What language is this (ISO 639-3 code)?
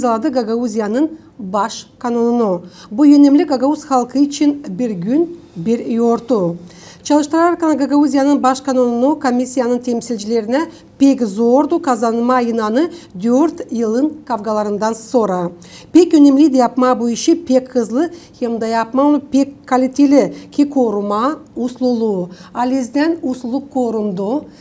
gag